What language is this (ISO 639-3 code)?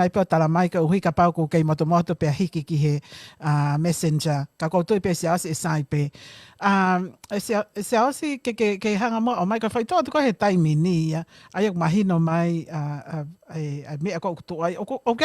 ton